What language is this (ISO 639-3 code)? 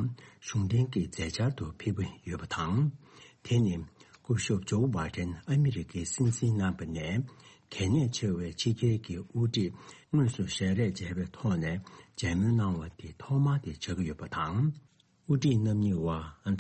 bod